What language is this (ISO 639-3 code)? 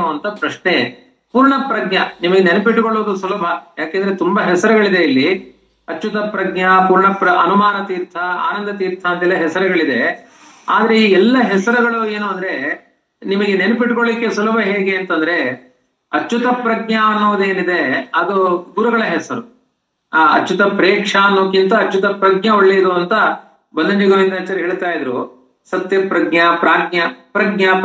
kan